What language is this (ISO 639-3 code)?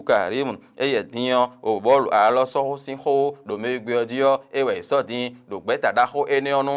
fon